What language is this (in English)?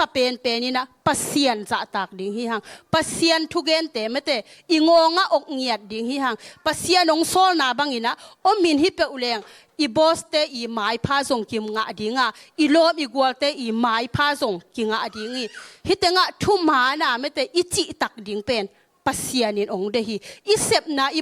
Tedim Chin